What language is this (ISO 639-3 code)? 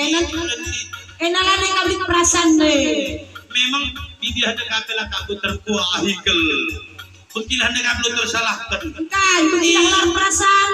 btx